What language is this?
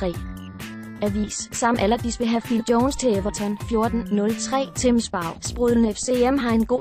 Danish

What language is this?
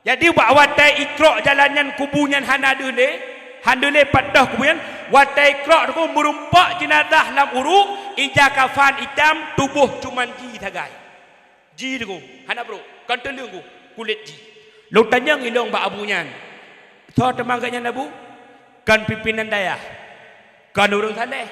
Achinese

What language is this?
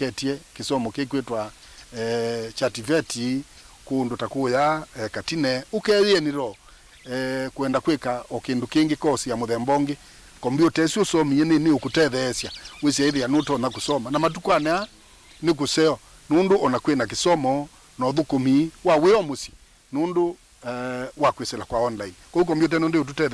Kamba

